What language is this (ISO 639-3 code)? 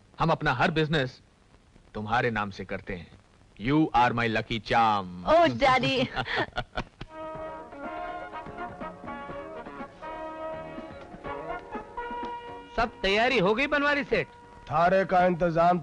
hin